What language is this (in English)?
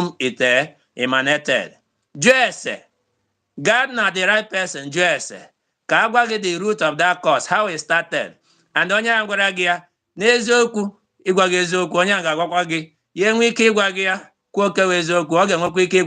Igbo